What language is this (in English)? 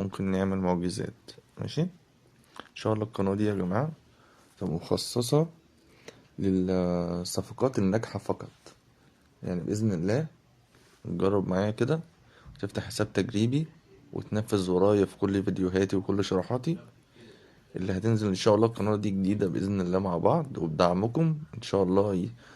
Egyptian Arabic